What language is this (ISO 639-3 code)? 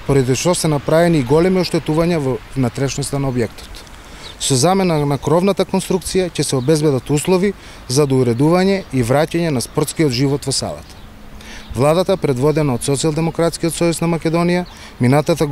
mkd